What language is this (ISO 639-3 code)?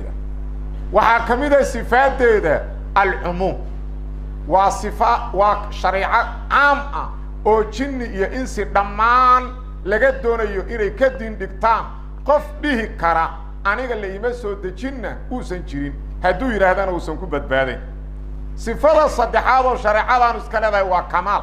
som